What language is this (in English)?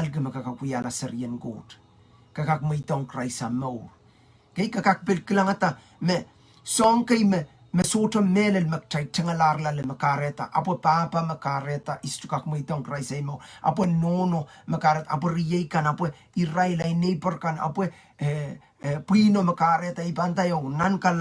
Pohnpeian